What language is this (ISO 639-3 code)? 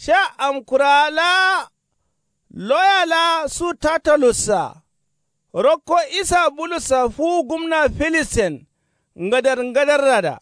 kau